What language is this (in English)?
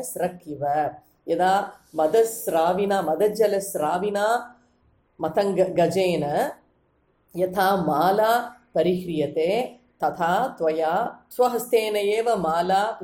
Sanskrit